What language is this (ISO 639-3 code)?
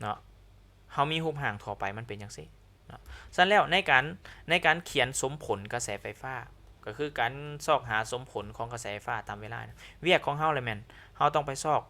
lao